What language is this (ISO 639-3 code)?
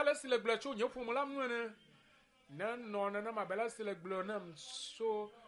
ewe